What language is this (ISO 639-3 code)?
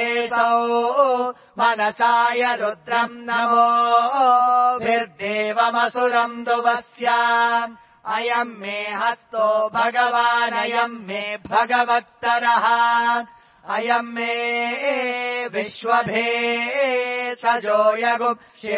san